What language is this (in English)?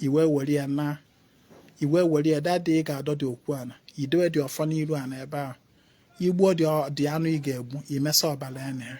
Igbo